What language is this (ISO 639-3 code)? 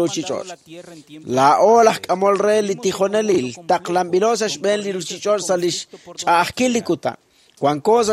kek